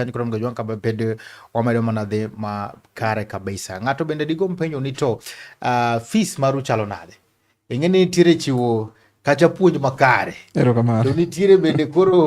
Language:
Luo (Kenya and Tanzania)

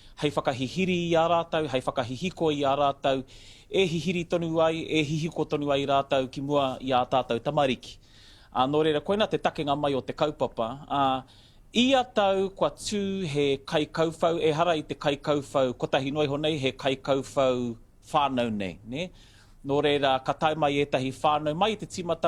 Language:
Māori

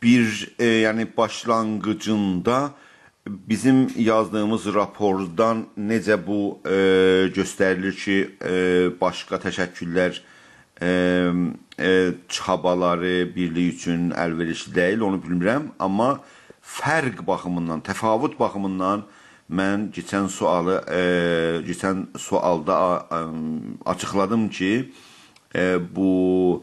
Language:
South Azerbaijani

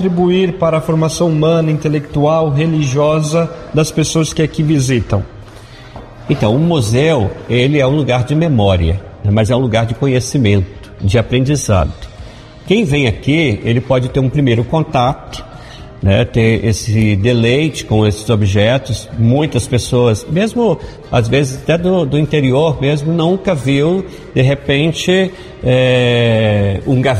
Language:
Portuguese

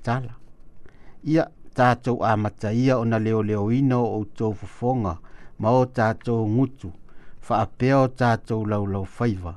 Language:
Samoan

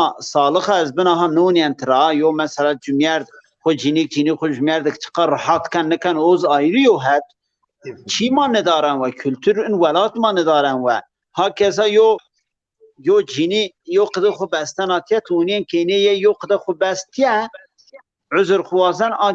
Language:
Zaza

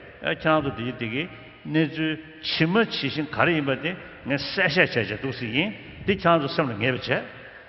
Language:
Tibetan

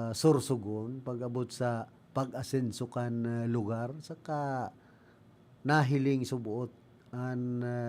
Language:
Bikol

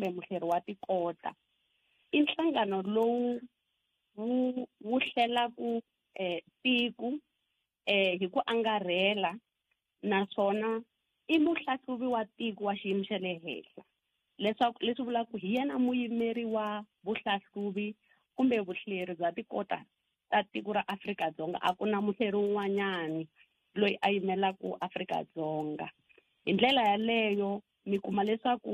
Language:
Tsonga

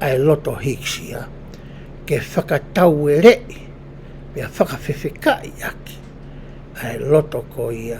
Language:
Tongan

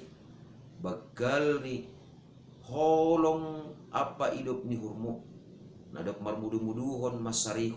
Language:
Batak Simalungun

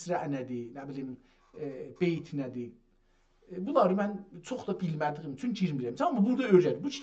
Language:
South Azerbaijani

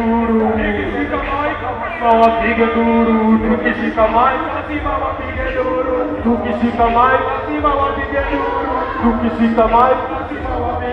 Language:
Swahili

